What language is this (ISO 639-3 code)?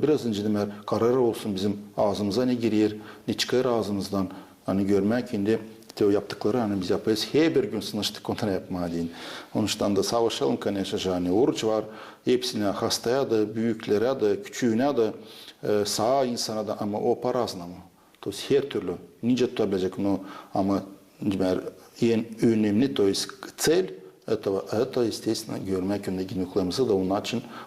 gag